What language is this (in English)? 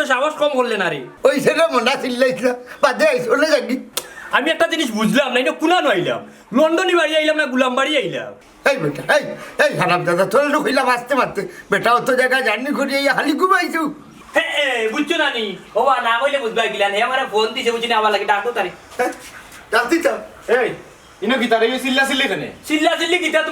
Sylheti